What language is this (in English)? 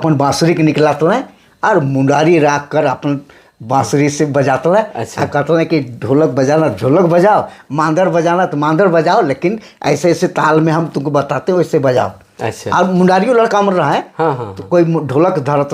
Sadri